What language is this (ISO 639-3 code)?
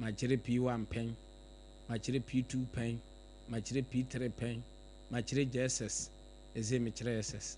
aka